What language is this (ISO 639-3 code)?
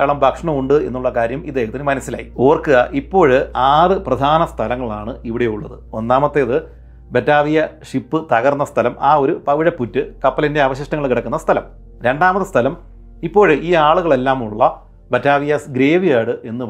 mal